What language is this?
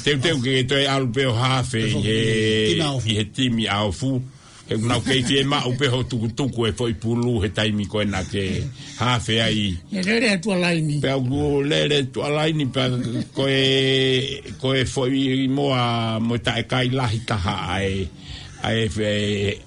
Tongan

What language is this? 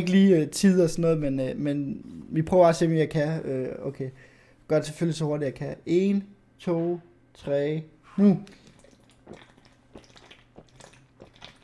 Danish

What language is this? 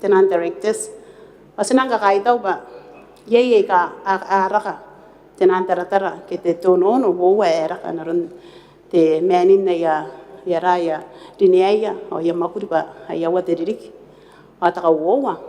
Gilbertese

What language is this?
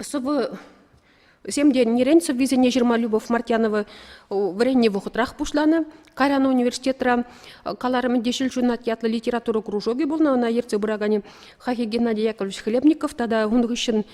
Chuvash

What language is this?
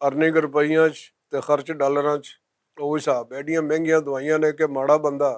Western Panjabi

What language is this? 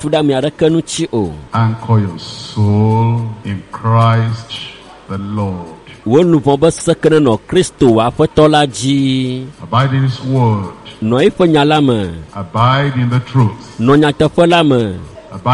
Ewe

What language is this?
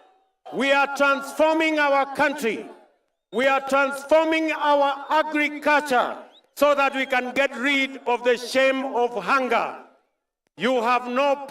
Meru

